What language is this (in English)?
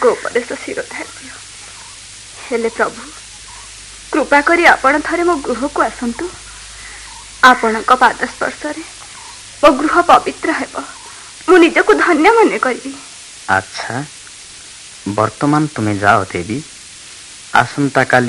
Odia